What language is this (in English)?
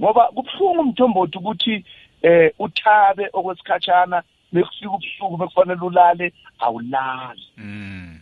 South Ndebele